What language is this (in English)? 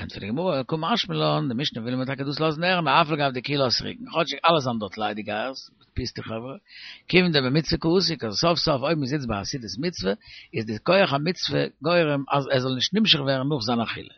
Yiddish